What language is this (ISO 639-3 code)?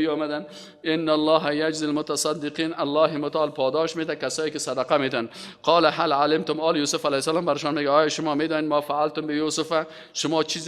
fas